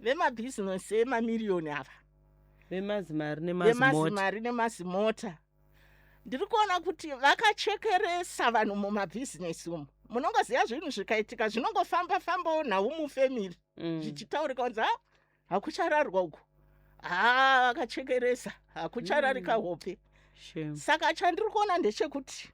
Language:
Shona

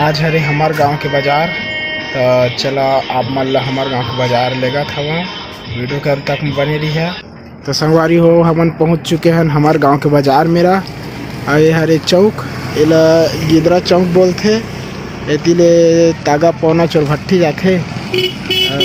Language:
Chhattisgarhi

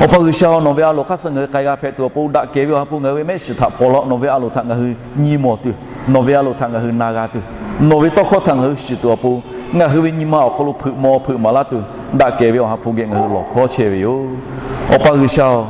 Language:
Lahu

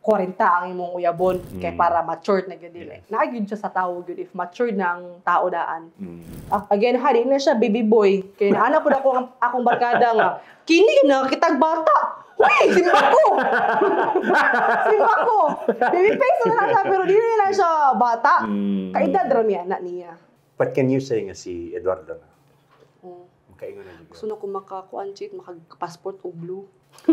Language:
Cebuano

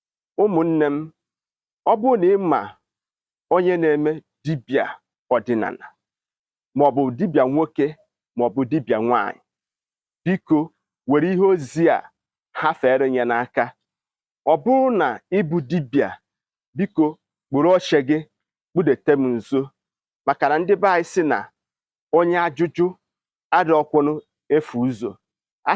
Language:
Igbo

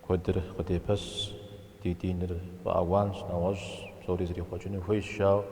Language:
Kabardian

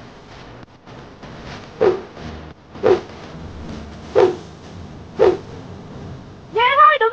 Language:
Vietnamese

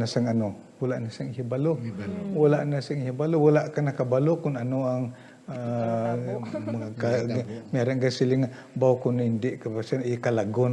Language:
Hiligaynon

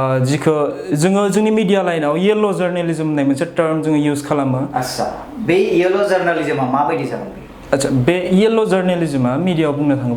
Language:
Bodo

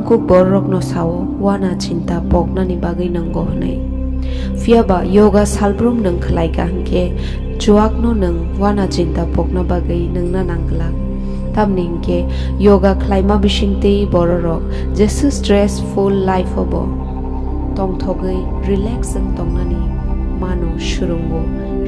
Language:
Kok Borok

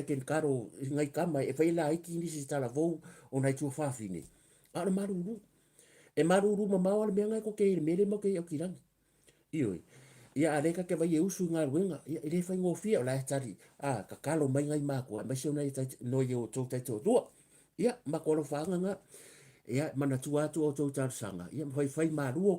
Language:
Samoan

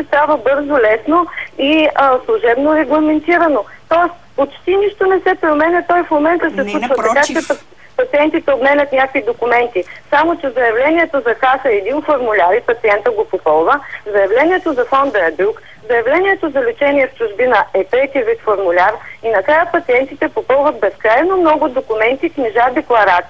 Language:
Bulgarian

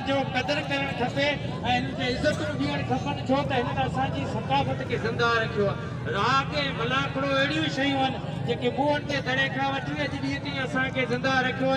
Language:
Sindhi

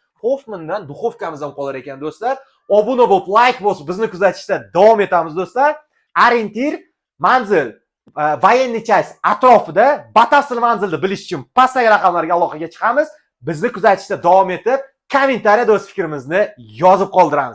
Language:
Uzbek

